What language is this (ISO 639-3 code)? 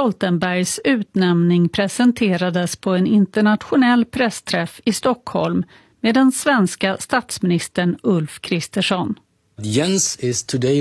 swe